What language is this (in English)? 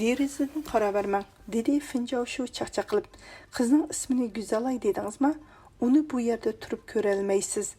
Uyghur